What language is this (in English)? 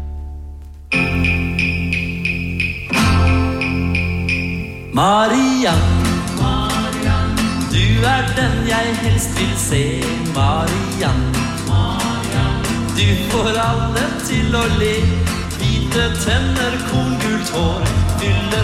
Norwegian